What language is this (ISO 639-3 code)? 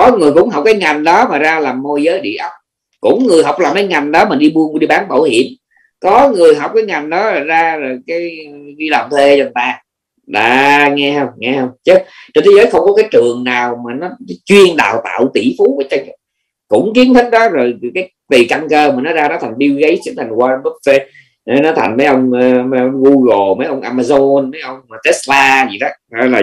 vie